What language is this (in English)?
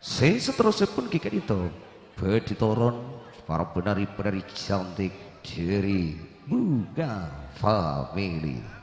Madurese